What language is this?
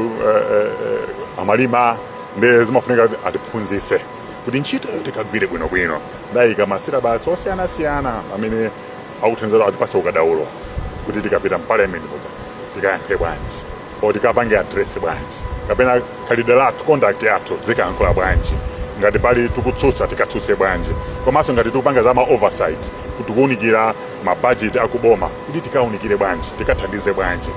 Nyanja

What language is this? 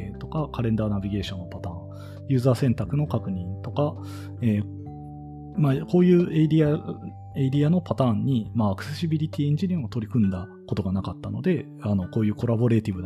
Japanese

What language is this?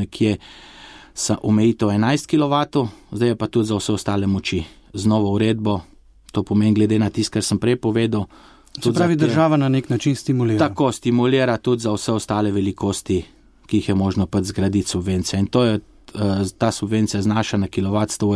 Slovenian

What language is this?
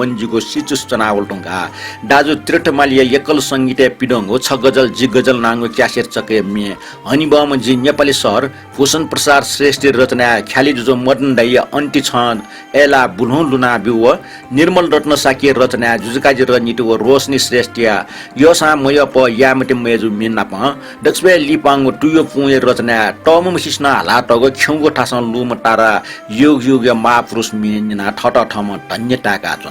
Newari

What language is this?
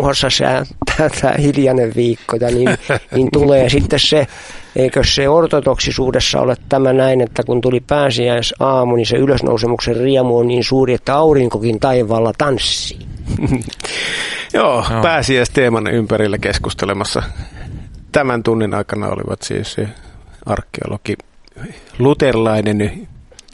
Finnish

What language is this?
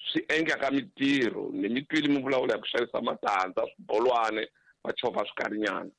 Tsonga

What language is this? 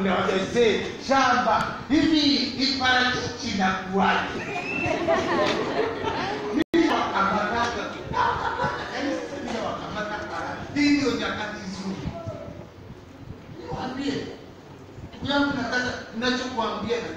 Swahili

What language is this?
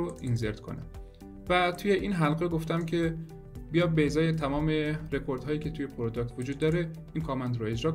Persian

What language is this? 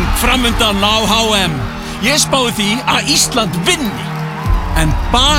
Icelandic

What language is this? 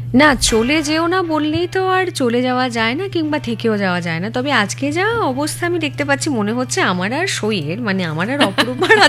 Bangla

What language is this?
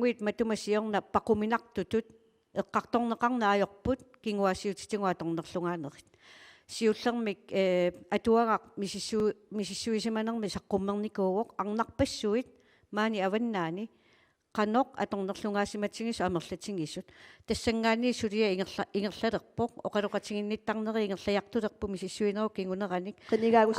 Kalaallisut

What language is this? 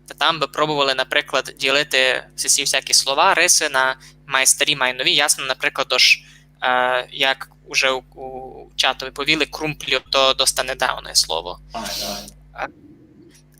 Rusyn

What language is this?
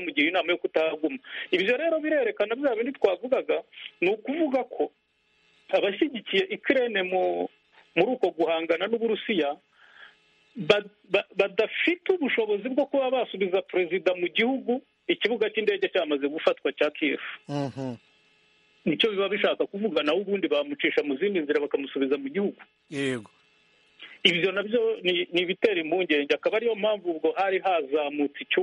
Kinyarwanda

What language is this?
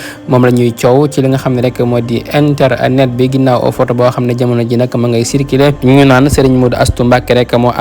Wolof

